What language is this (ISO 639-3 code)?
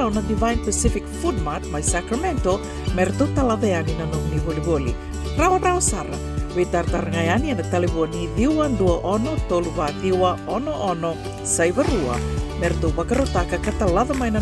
fij